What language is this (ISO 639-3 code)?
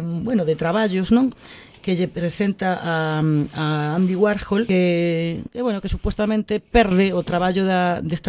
glg